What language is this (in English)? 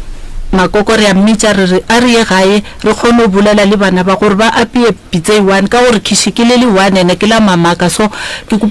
Northern Sotho